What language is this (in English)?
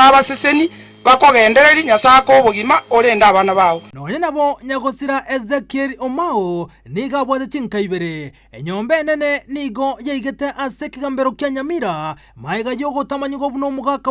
Gusii